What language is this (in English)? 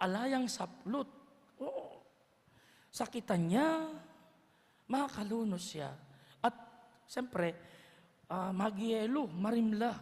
Pampanga